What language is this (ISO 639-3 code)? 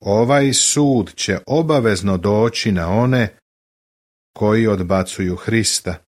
srp